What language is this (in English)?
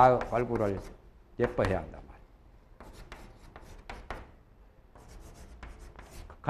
Korean